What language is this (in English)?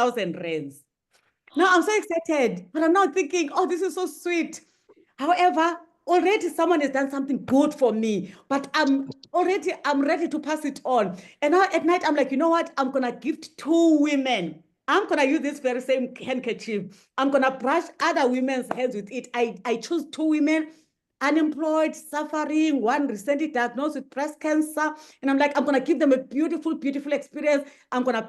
English